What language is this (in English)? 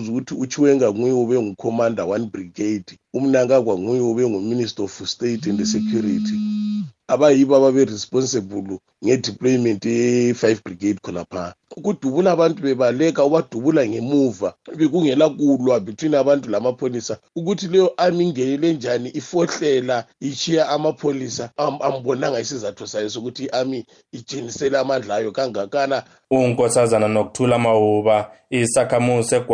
North Ndebele